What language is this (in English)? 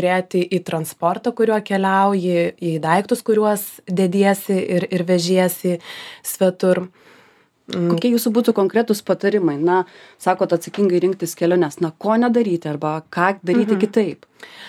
Lithuanian